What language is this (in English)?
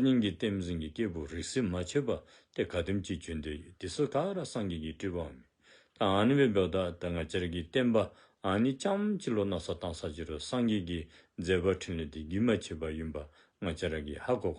Dzongkha